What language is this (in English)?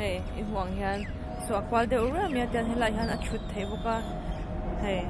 Mizo